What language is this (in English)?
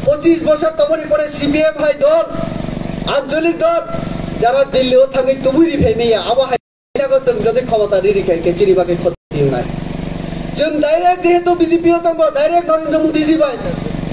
Kok Borok